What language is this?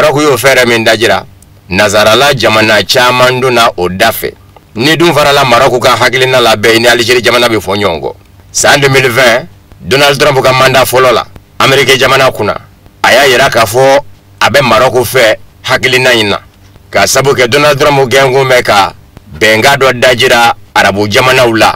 Bambara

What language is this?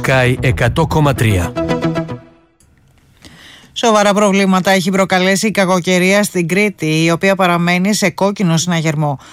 Greek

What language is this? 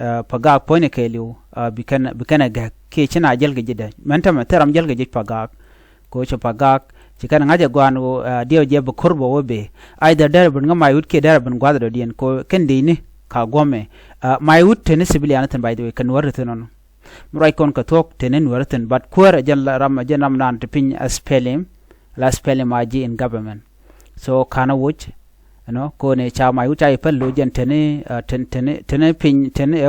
Nuer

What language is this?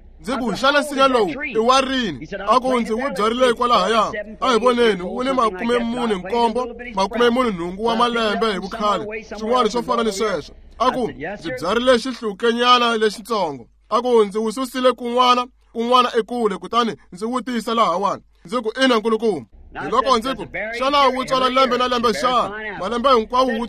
Tsonga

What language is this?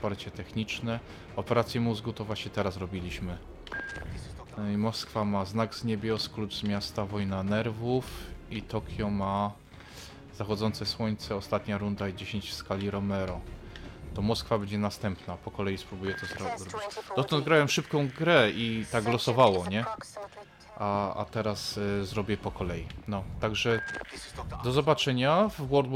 Polish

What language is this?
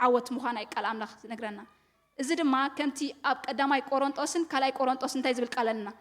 Tigrinya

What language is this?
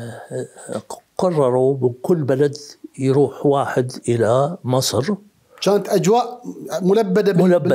Mesopotamian Arabic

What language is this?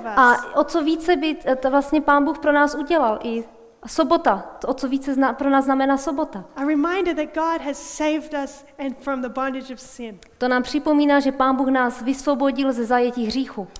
Czech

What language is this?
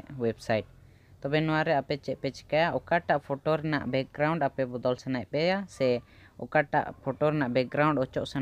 Santali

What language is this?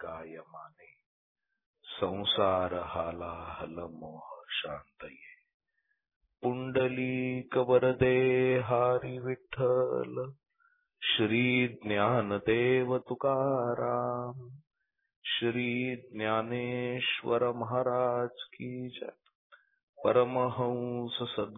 Marathi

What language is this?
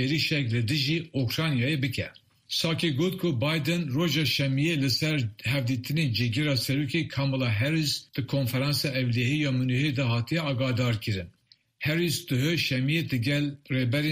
Kurdish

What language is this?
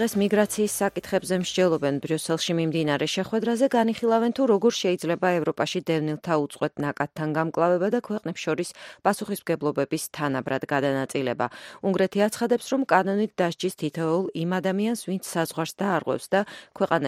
Georgian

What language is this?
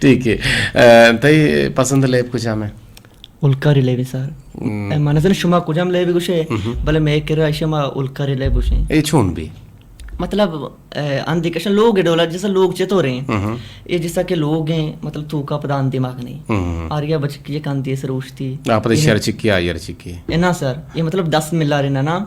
Eastern Balochi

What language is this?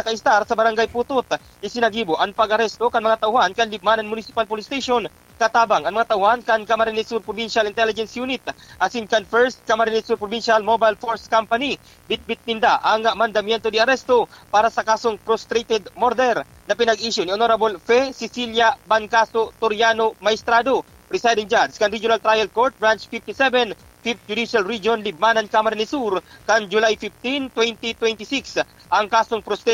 Bikol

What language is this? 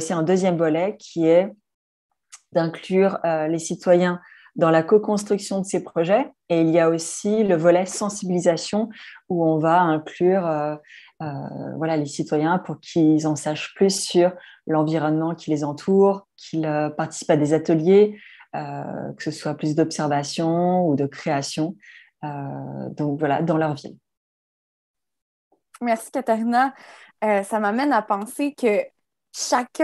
French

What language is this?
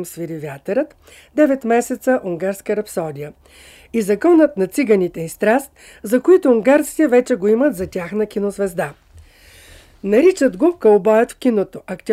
Bulgarian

